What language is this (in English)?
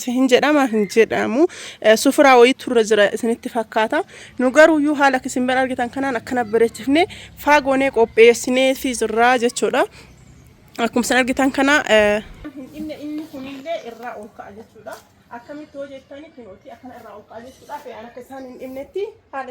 Oromo